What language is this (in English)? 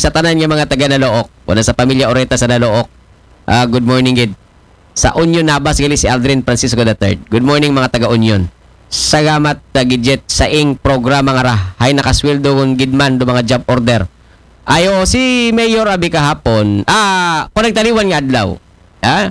Aklanon